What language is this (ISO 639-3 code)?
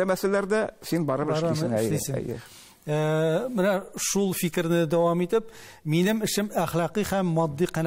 tat